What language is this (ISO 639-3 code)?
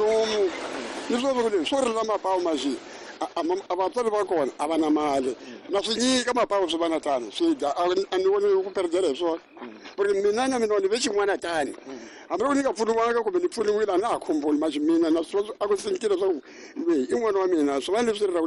tso